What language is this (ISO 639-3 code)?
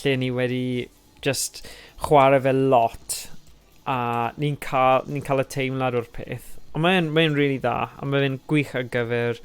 cym